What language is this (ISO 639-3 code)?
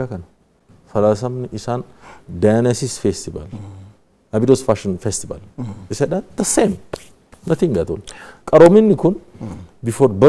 orm